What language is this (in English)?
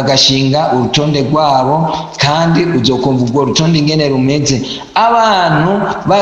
Rundi